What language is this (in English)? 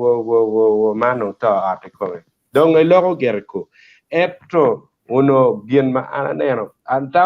Acoli